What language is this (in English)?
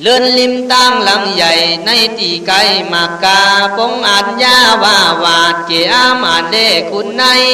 Khün